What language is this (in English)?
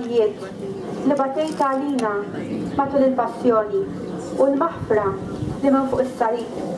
Maltese